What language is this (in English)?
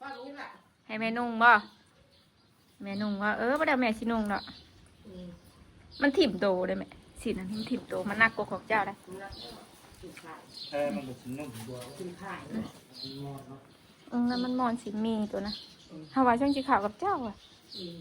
Northeastern Thai